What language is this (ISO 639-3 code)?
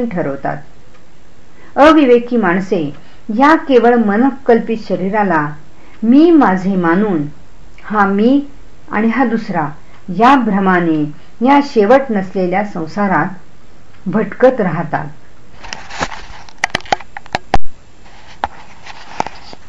mar